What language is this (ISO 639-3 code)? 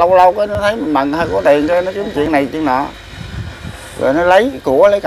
vie